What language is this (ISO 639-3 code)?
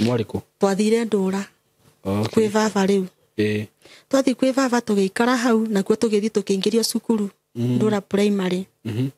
kik